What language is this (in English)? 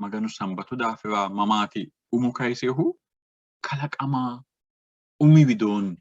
Sidamo